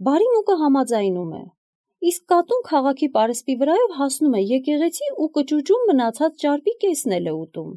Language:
Armenian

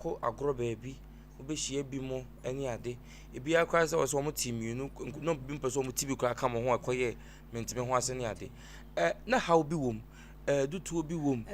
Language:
Akan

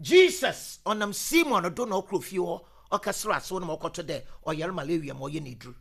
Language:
Akan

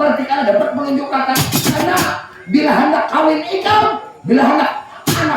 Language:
Banjar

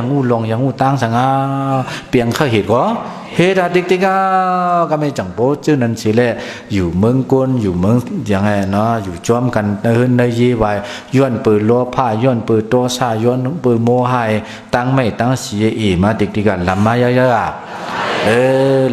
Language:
Shan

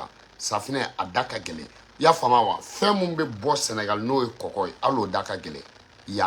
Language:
Bambara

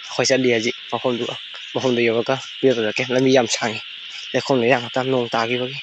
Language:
Manipuri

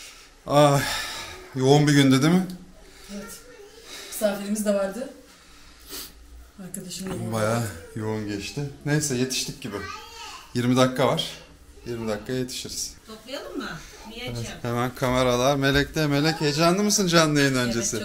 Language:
Turkish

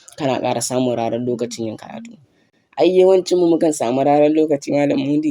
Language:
Hausa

